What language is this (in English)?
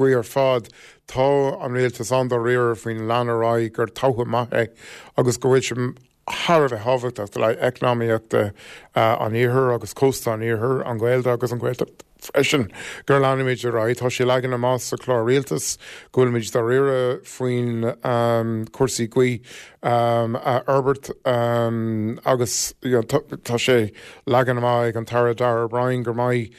Irish